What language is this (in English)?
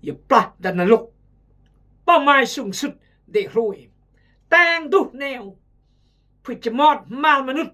Khmu